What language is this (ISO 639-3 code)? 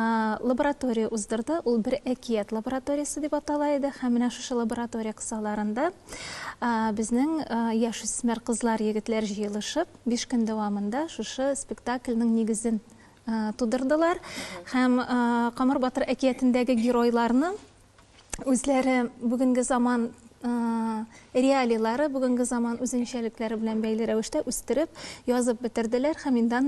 tat